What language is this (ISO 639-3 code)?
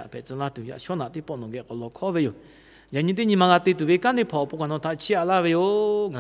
lhu